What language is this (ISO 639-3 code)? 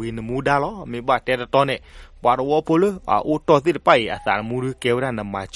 ksw